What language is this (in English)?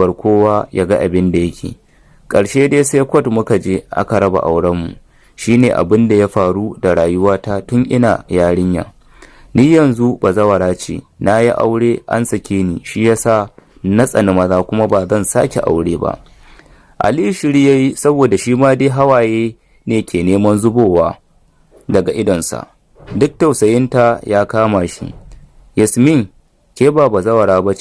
Hausa